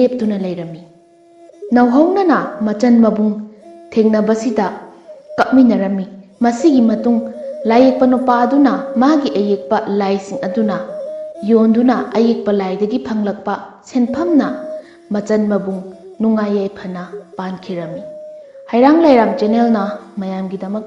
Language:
Manipuri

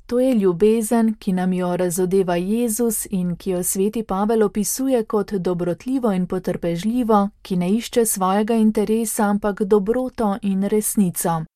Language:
Slovenian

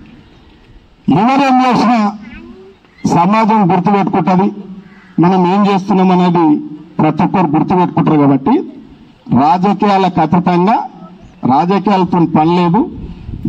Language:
Telugu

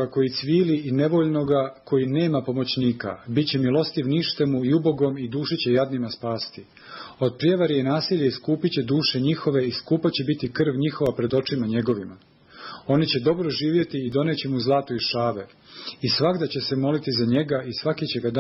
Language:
Serbian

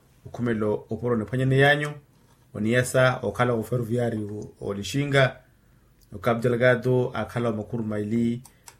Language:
Makhuwa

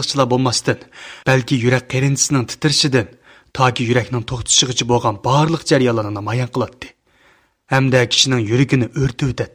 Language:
Uyghur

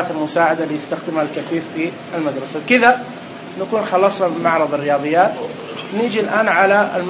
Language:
Najdi Arabic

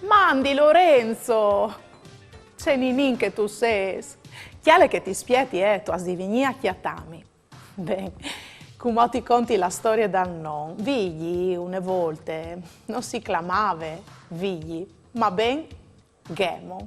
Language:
Friulian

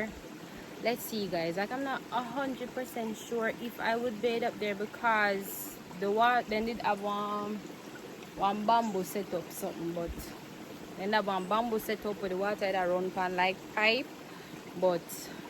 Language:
Jamaican Creole English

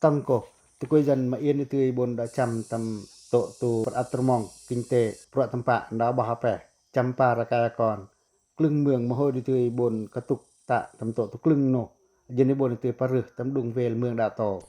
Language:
Pacoh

